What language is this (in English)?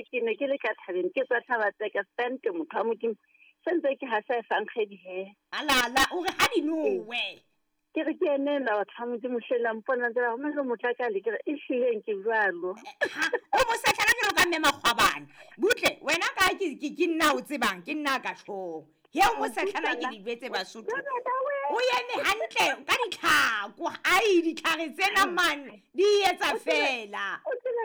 Southern Sotho